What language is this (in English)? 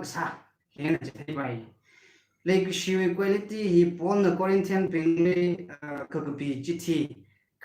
Tangkhul Naga (India)